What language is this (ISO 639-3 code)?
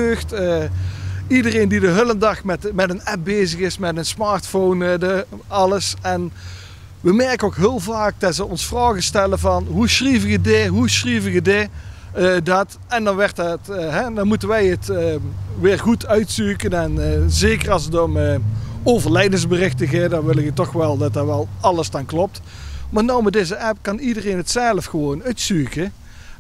nld